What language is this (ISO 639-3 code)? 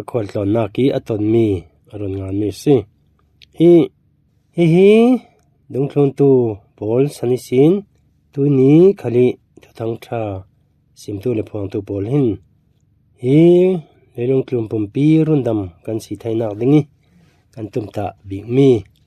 cfm